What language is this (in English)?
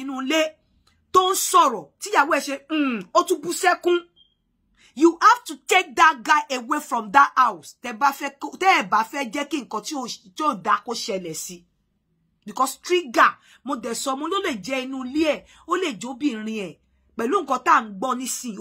Yoruba